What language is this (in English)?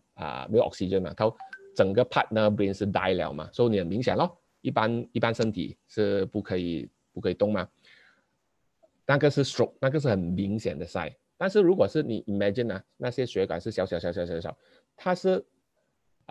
Chinese